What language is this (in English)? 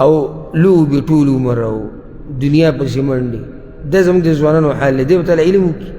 Pashto